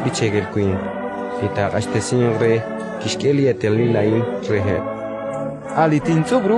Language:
Kekchí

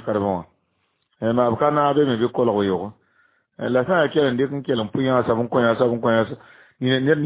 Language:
Mossi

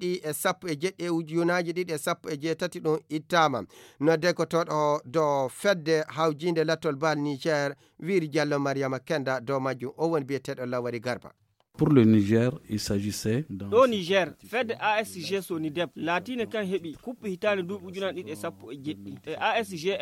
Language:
Nigerian Fulfulde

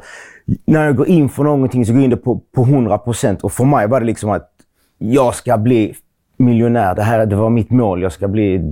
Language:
Swedish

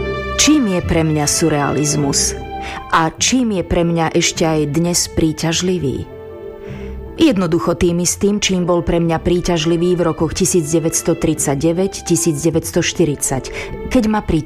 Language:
Slovak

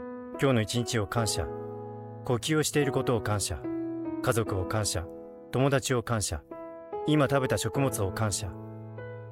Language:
Japanese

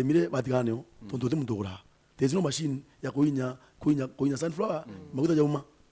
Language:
Meru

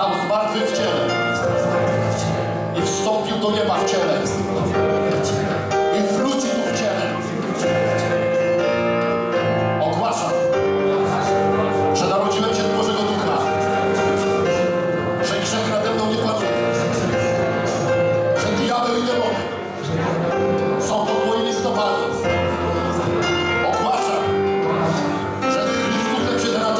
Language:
Polish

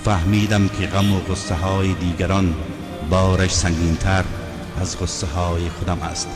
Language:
Tajik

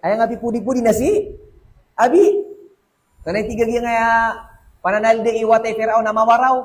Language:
Maranao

